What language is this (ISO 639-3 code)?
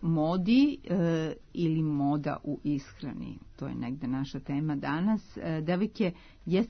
srp